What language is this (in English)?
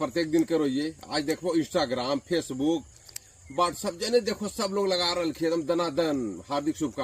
Magahi